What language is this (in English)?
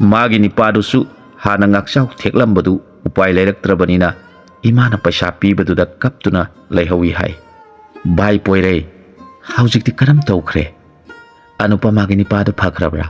Manipuri